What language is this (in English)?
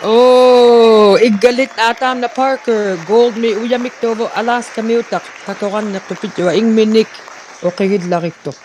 Inuktitut